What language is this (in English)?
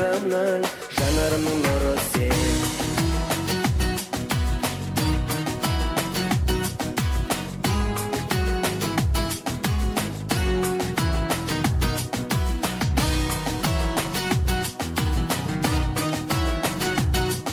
Kazakh